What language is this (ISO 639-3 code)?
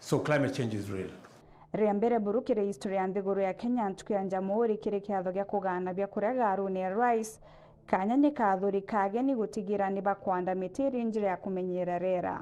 mer